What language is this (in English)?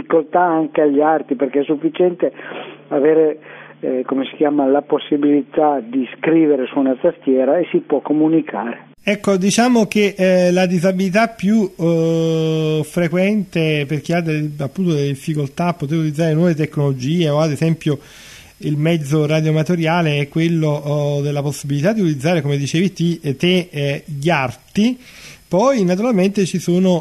Italian